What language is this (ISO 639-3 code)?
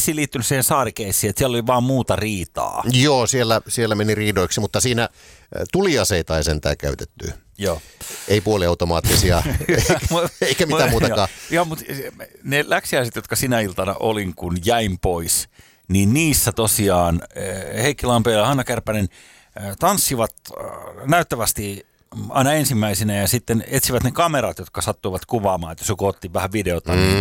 fin